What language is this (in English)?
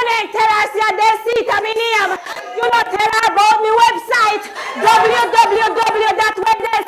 Jamaican Creole English